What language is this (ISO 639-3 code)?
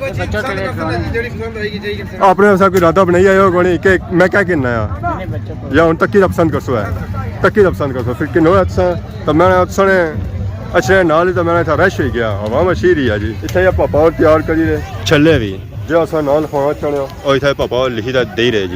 phr